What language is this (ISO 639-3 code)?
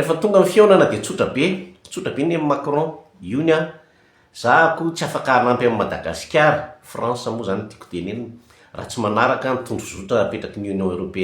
mlg